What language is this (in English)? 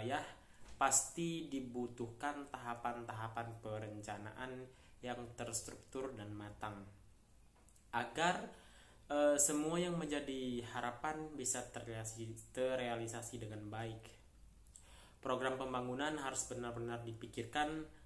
Indonesian